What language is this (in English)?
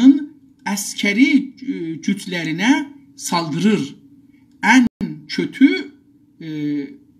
South Azerbaijani